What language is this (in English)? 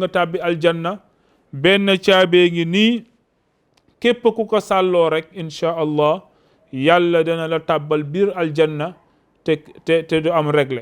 Wolof